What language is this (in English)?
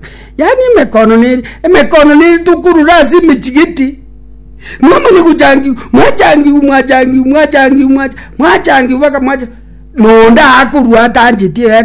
Gusii